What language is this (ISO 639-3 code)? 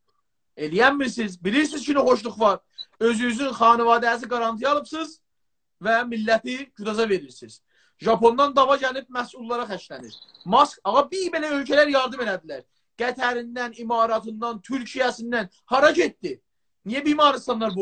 azb